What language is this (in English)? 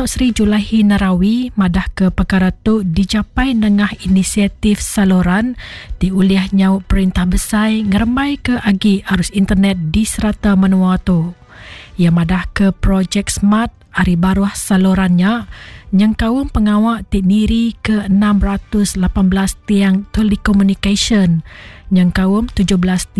Iban